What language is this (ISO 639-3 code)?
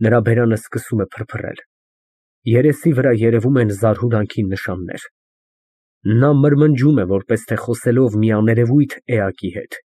hye